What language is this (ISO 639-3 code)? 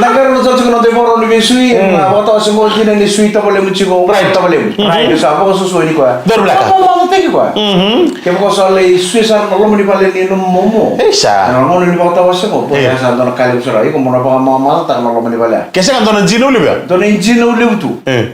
fij